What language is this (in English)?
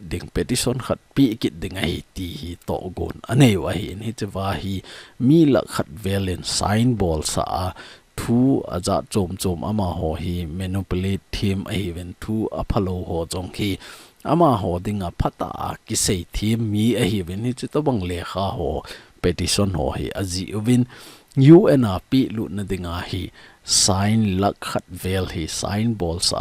Thado Chin